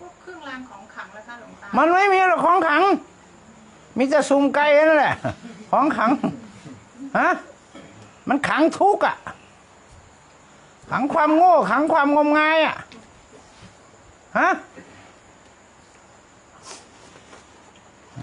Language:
Thai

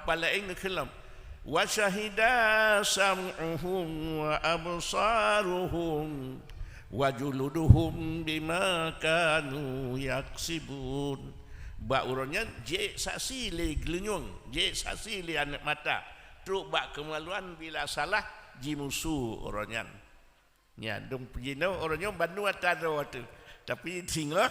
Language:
Achinese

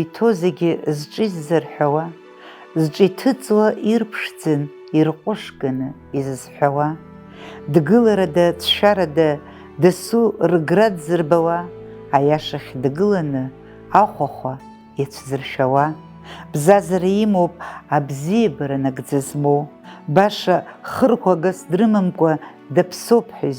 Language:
Abkhazian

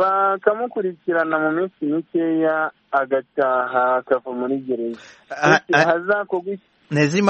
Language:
Kinyarwanda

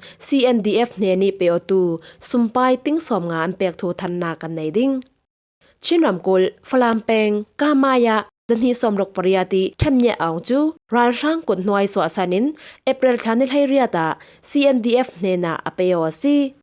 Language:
Falam Chin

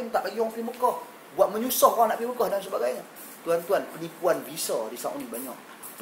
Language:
Malay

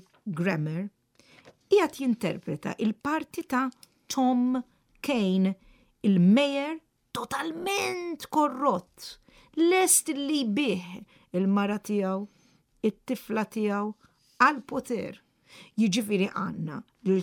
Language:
Maltese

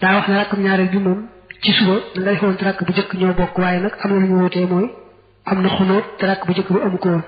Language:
Wolof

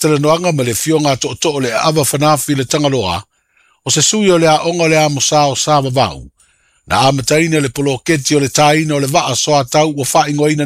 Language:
Samoan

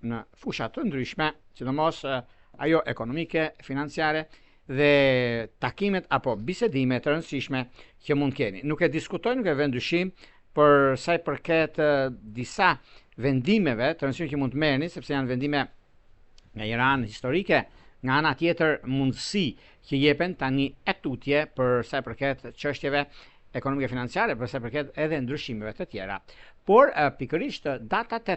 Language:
Albanian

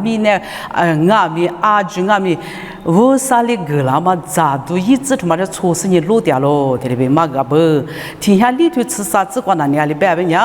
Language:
Lisu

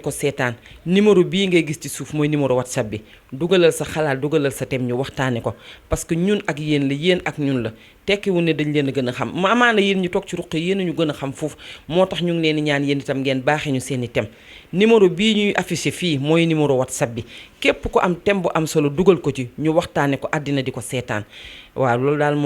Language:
Wolof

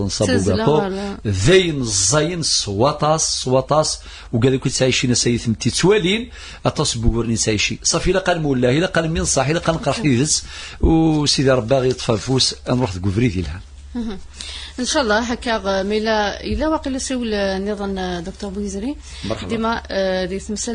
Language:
Kabyle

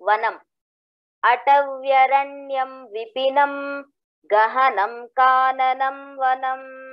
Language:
Sanskrit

